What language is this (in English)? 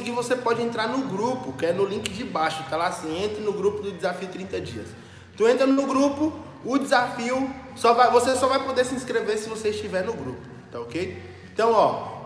Portuguese